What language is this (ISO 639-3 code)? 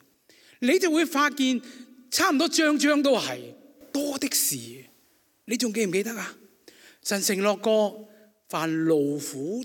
yue